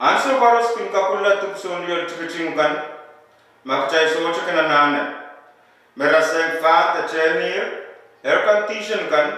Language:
Pohnpeian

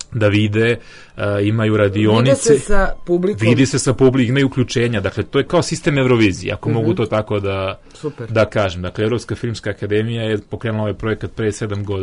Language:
Serbian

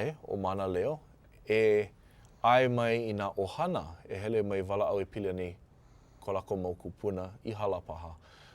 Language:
Hawaiian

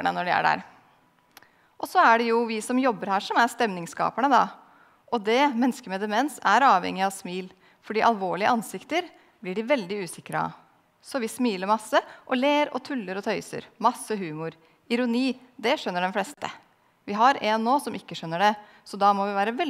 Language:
Norwegian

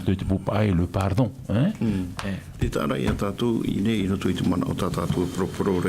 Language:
Tahitian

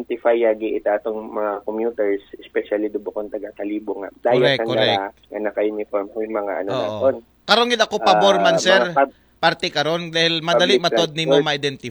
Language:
Aklanon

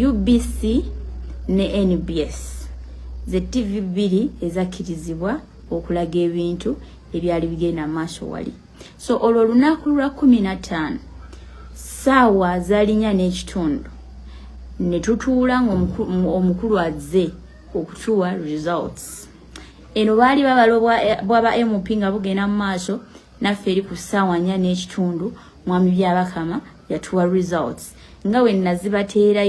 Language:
Ganda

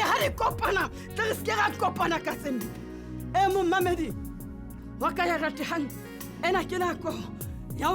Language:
Southern Sotho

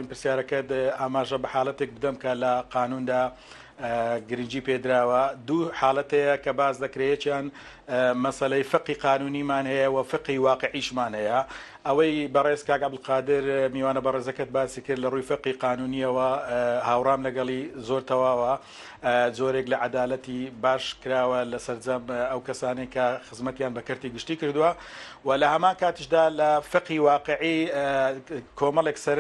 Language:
Central Kurdish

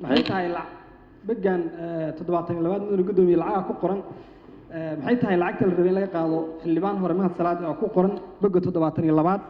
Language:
Somali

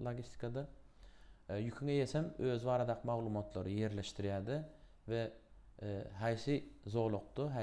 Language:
Turkmen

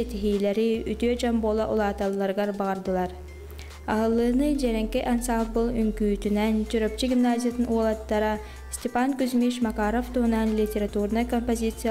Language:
Yakut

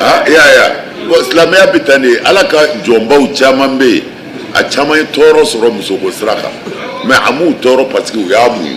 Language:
Bambara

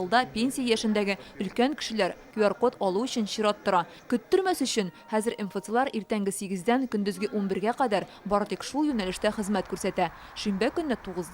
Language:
Tatar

